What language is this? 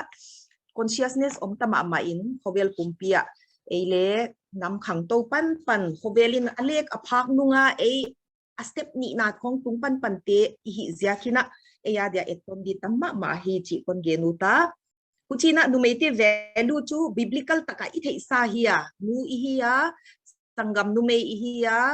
Paite Chin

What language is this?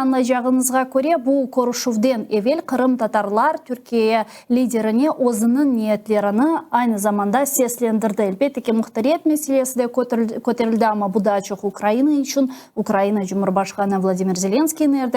Crimean Tatar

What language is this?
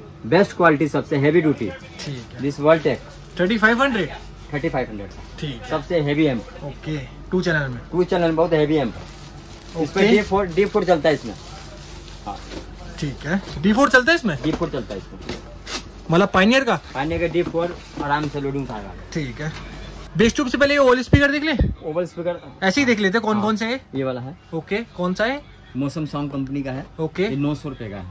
Hindi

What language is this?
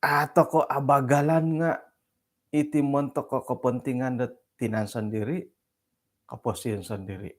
Central Dusun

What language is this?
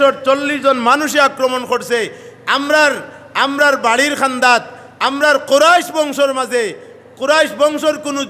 Sylheti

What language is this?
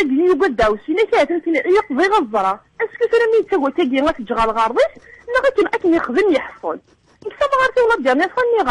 Kabyle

